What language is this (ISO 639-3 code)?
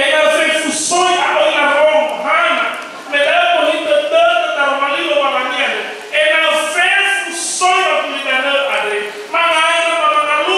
nia